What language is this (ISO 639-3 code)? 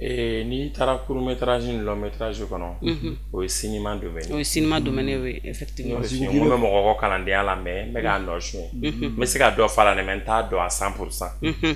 bam